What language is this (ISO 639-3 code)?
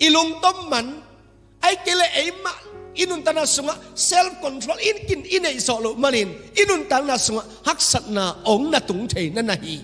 ctd